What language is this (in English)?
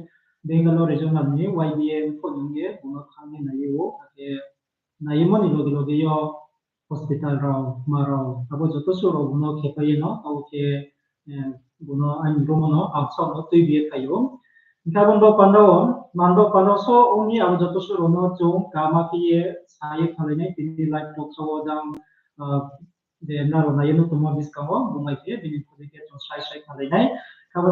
Riang (India)